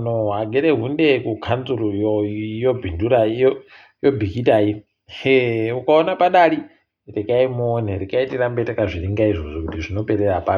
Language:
Ndau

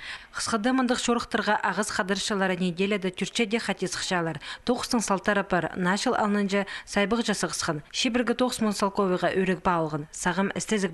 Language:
Khakas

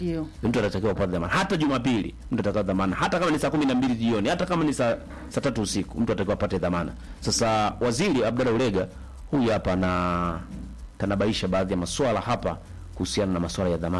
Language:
Swahili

